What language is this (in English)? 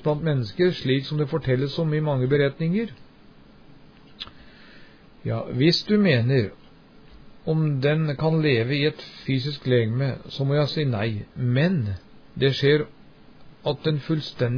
Norwegian